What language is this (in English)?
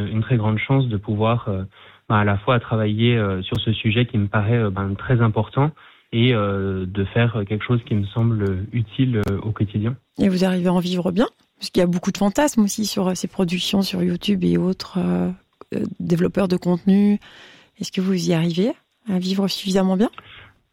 French